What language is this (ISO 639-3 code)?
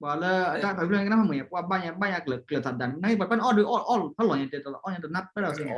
ksw